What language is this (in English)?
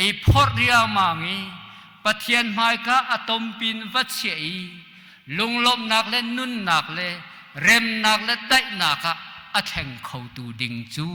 Hakha Chin